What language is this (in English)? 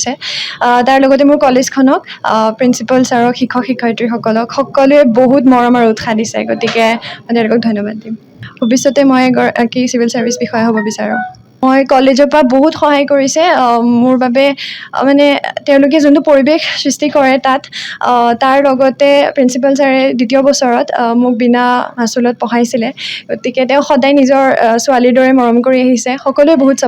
Assamese